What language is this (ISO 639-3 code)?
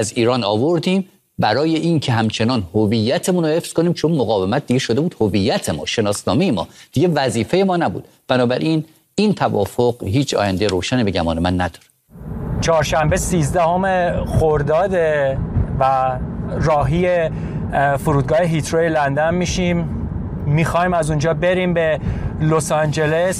fas